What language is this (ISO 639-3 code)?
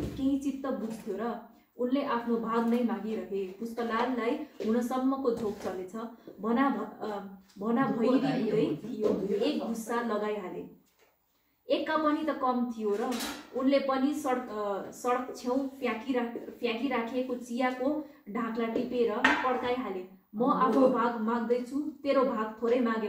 nep